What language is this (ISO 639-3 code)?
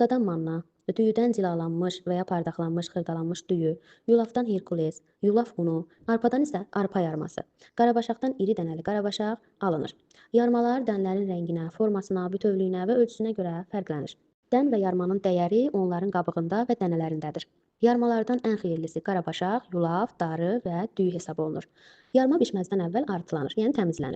aze